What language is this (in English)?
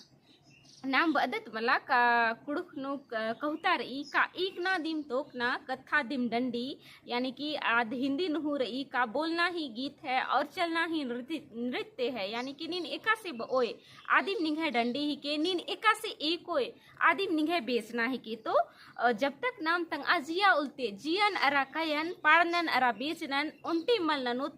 Kurukh